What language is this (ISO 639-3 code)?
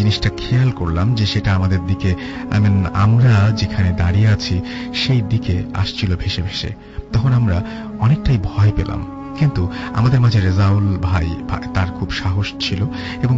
ben